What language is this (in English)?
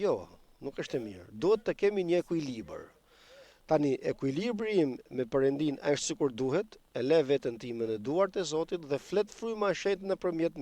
Albanian